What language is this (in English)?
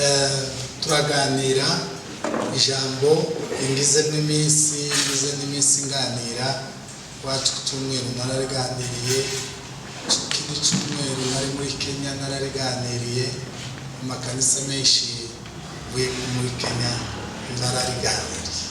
Kinyarwanda